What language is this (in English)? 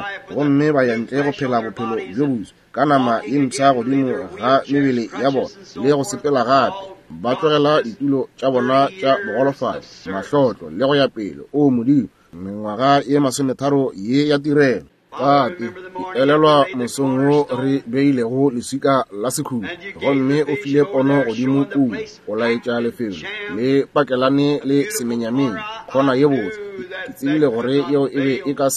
Northern Sotho